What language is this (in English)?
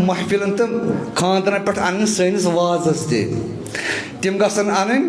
Kashmiri